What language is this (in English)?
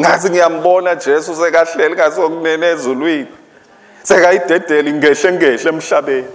Swati